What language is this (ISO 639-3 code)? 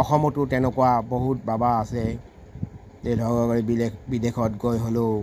asm